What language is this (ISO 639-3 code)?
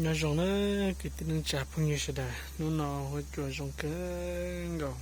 hmn